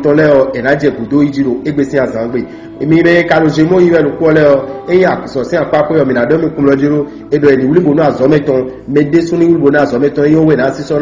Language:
Fon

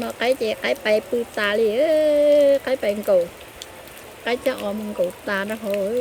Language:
Hmong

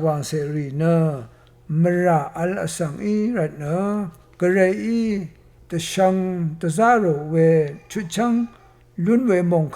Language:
Rawang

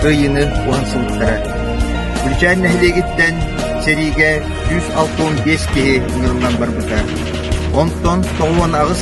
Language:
Yakut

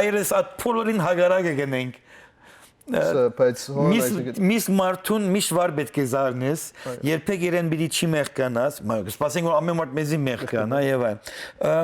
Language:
Western Armenian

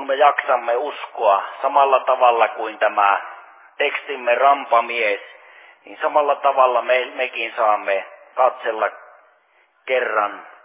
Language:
Finnish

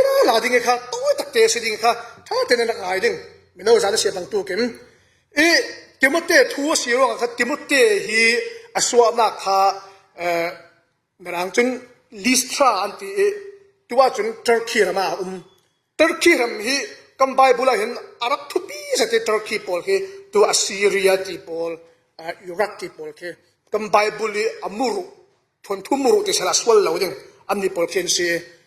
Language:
Falam Chin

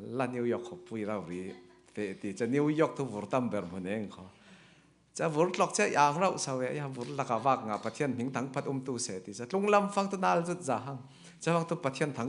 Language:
Falam Chin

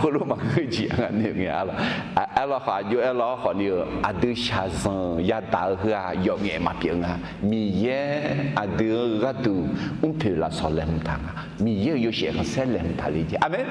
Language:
Akha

